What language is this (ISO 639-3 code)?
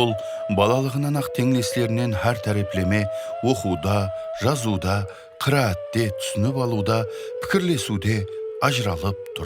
kaa